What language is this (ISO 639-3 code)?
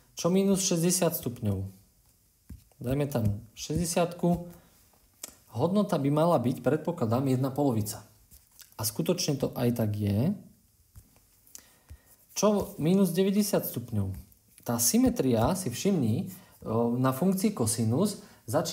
slk